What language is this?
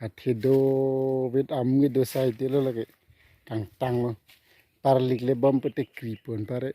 Karbi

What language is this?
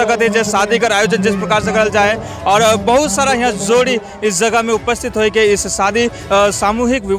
Sadri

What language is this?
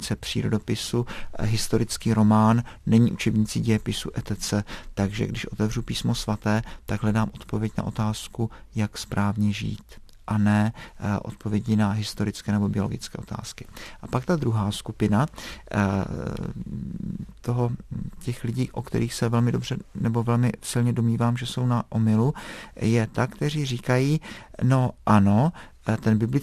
Czech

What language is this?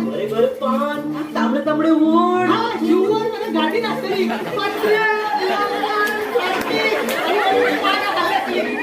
Konkani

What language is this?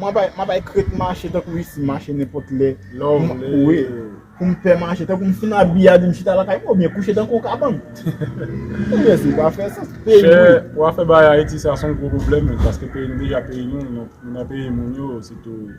Haitian Creole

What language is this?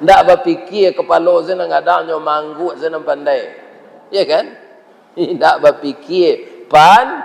Minangkabau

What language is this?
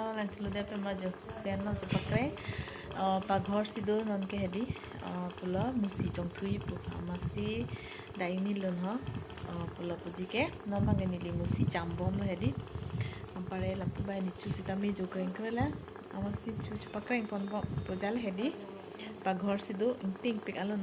Karbi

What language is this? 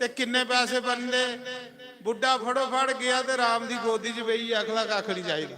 Dogri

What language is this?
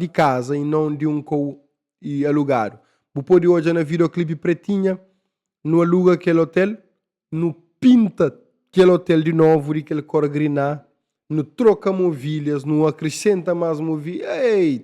Kabuverdianu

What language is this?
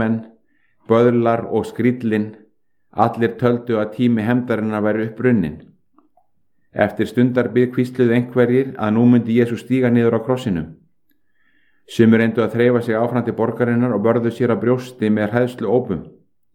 Icelandic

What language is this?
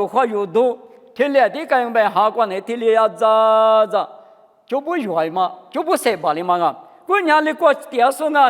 Lisu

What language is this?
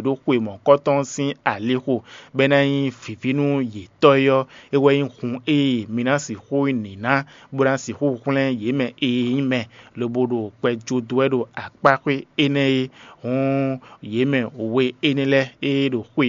Fon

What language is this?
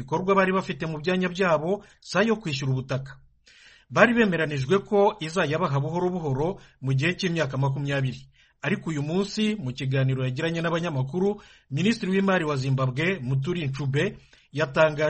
Kinyarwanda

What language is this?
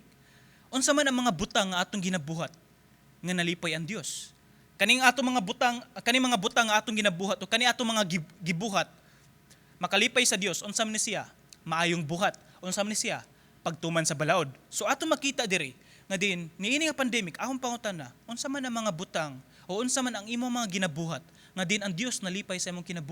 Cebuano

